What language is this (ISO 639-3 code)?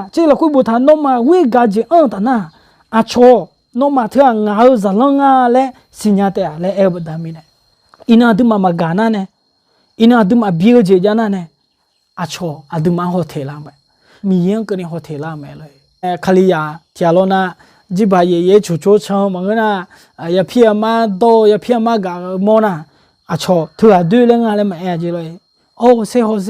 ahk